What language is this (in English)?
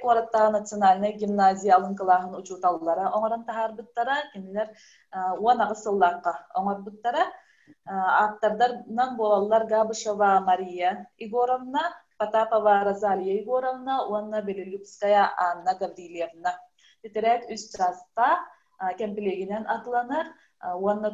Yakut